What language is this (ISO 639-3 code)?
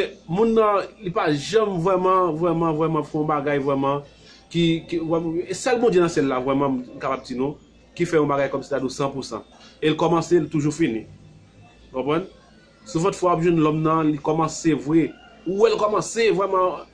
hat